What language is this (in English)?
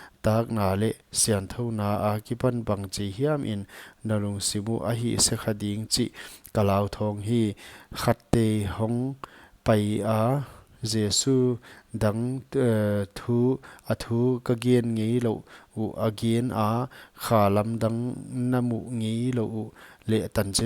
Paite Chin